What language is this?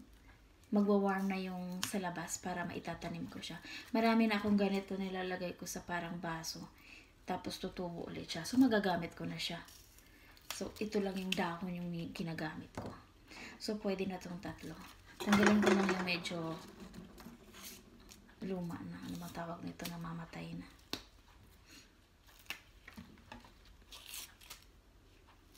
Filipino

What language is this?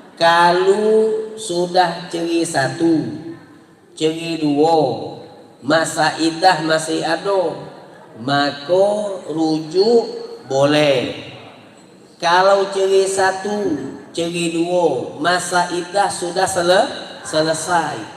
Musi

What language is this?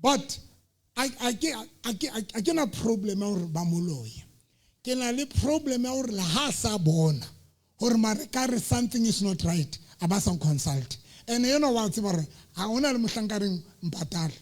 Southern Sotho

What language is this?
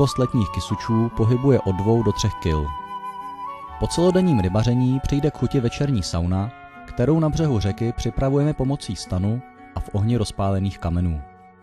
Czech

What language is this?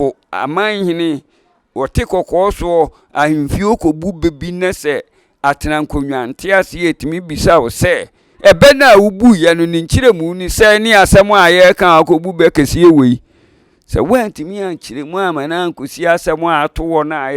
Akan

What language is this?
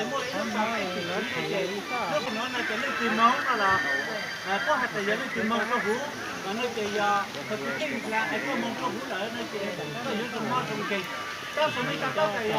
Hmong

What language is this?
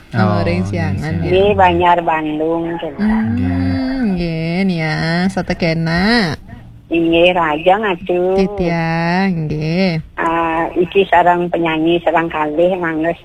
Balinese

